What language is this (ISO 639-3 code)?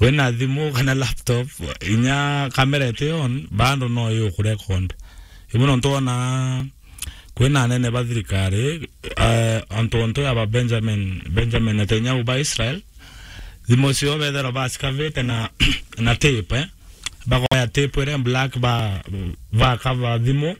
mer